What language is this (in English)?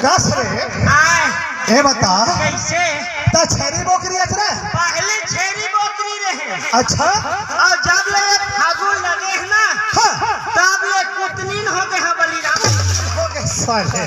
Chhattisgarhi